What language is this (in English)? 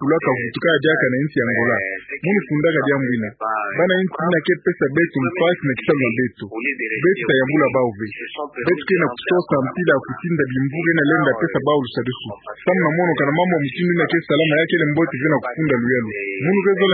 Kituba (Democratic Republic of Congo)